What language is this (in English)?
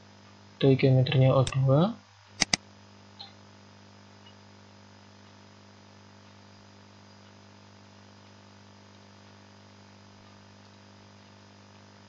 Indonesian